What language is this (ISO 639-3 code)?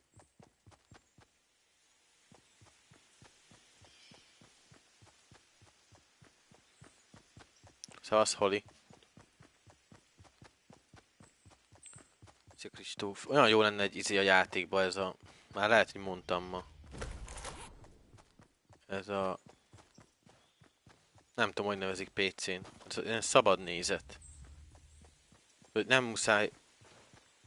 hun